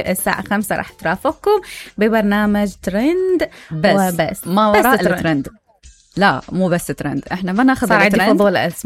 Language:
Mesopotamian Arabic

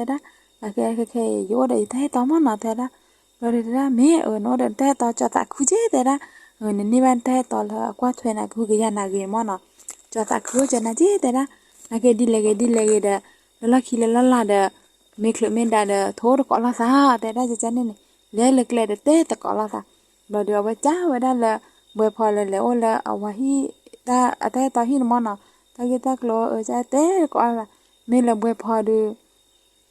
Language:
S'gaw Karen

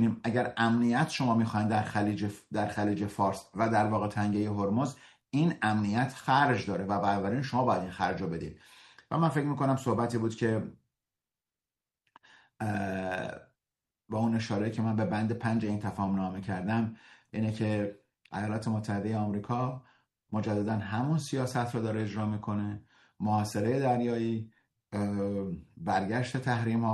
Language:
Persian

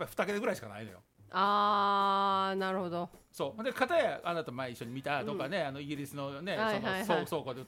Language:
Japanese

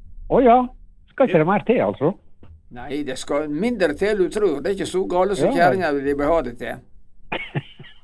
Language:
Norwegian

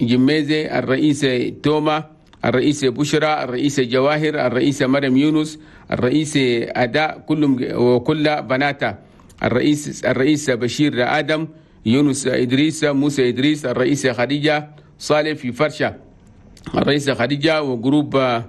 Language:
Chadian Arabic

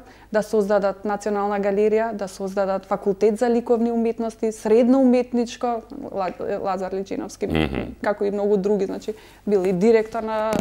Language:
Macedonian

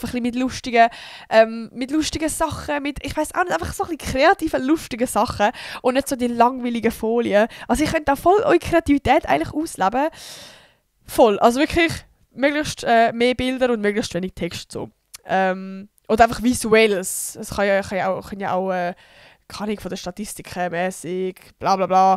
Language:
Swiss German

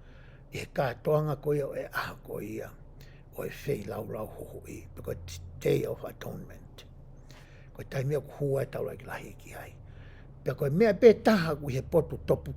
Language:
Tongan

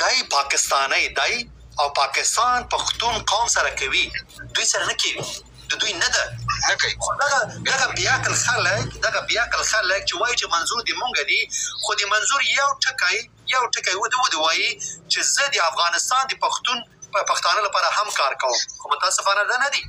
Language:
Pashto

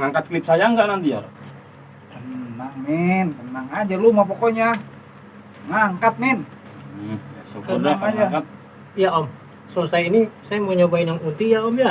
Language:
Betawi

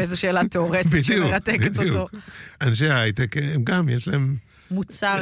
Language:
Hebrew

